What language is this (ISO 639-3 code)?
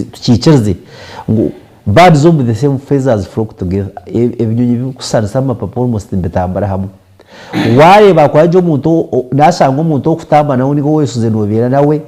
nyn